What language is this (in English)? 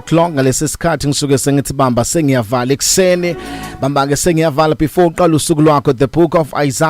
Zulu